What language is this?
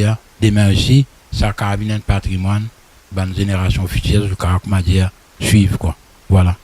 Morisyen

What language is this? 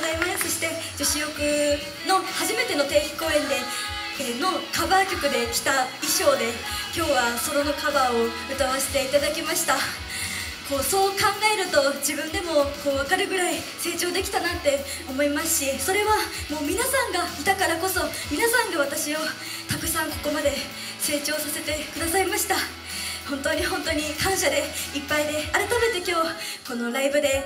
Japanese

